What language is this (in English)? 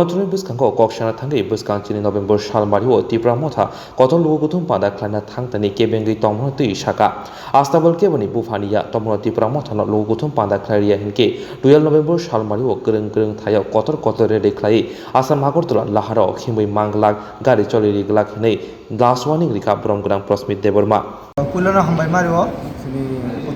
Kok Borok